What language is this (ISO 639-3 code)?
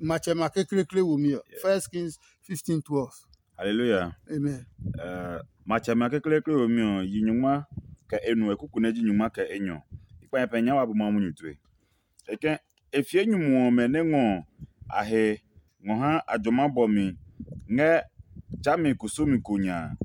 ada